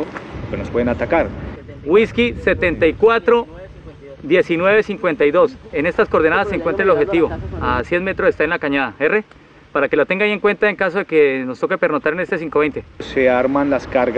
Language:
Spanish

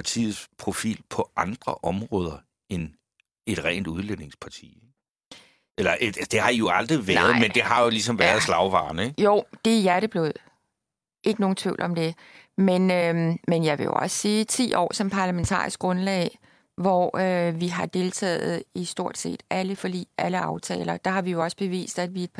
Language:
Danish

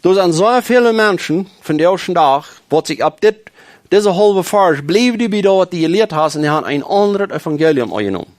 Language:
Plautdietsch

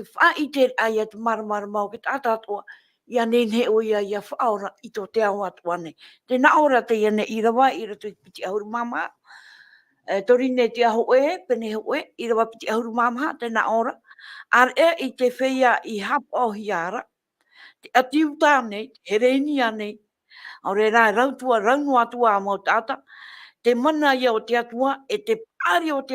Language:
Tahitian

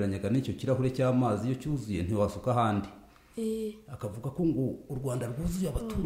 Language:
Kinyarwanda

